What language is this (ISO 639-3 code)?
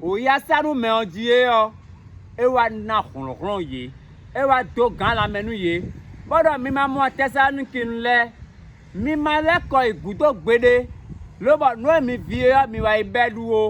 fon